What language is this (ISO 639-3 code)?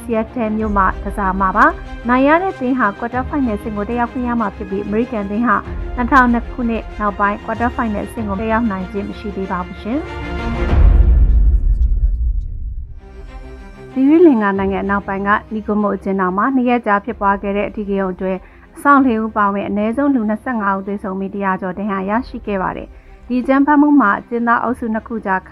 mya